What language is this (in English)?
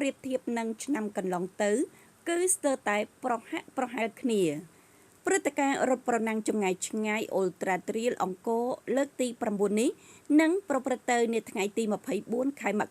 Khmer